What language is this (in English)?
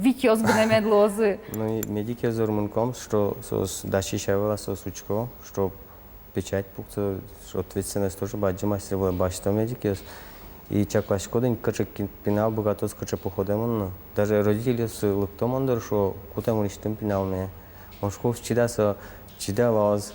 Udmurt